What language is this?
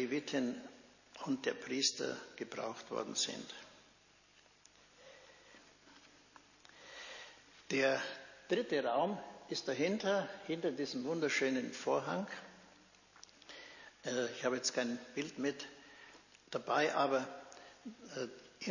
German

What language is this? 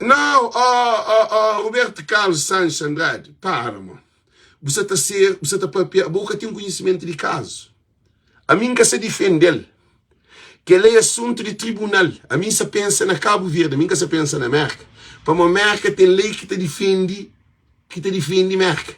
Kabuverdianu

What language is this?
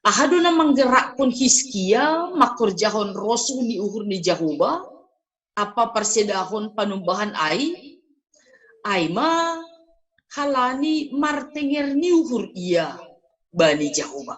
Batak Simalungun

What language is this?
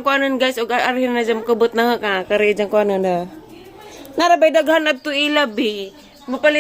Cebuano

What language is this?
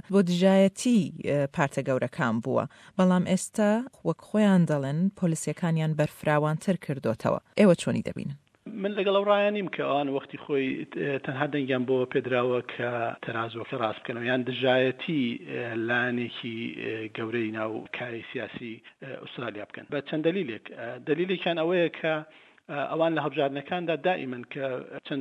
Central Kurdish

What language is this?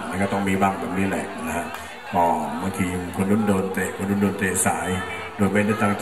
Thai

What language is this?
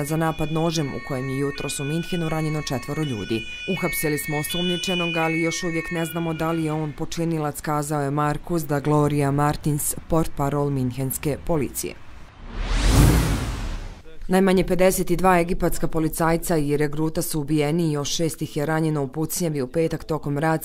Bosnian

